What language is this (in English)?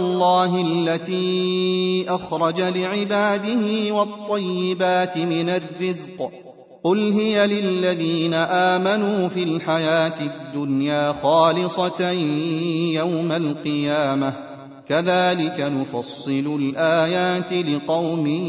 Arabic